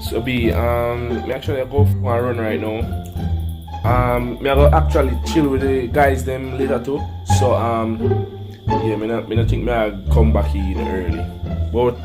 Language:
Jamaican Creole English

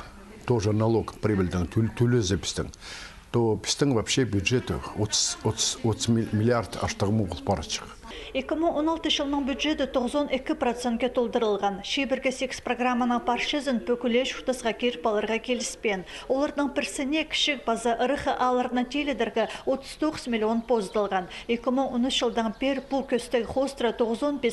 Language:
Khakas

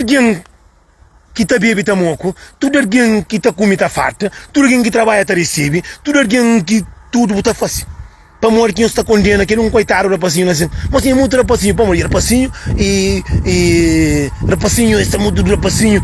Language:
Kabuverdianu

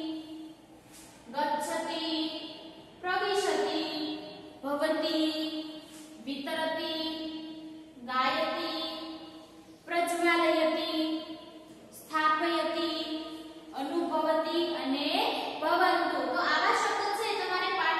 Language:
Gujarati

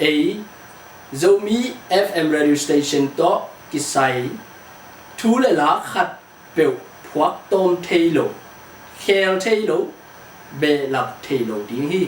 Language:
Tedim Chin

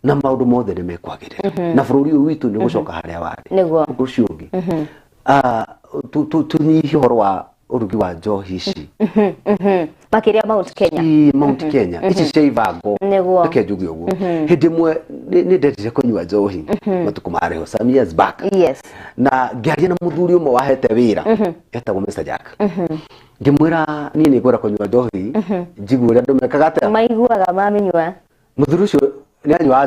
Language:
Kikuyu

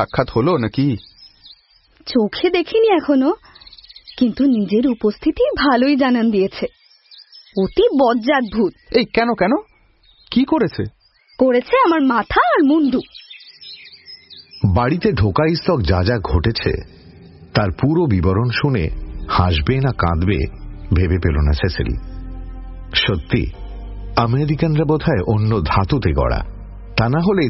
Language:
Bangla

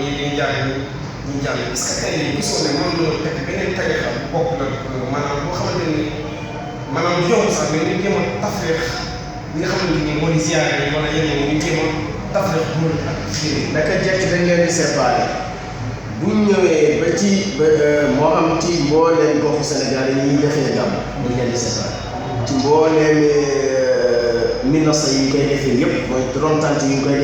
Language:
Wolof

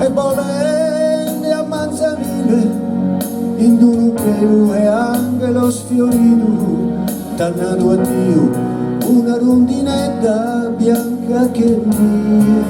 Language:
Sardinian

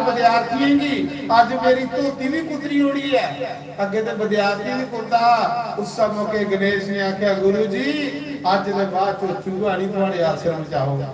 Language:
Dogri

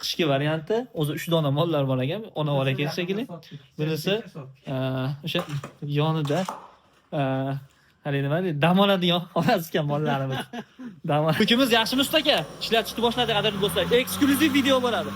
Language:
Uzbek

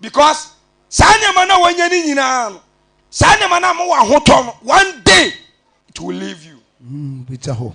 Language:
Akan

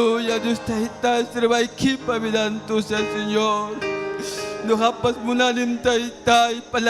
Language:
Ayacucho Quechua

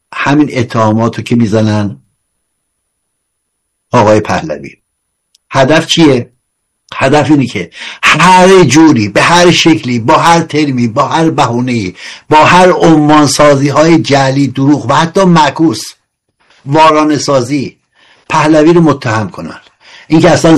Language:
Persian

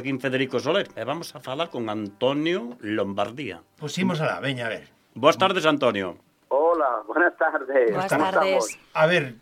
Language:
Galician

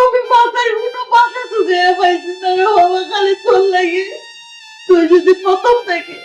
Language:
Sylheti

